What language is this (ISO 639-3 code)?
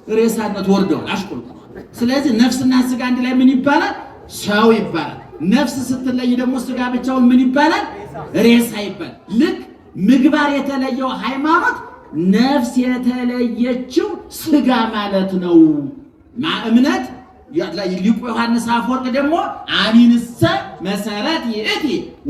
amh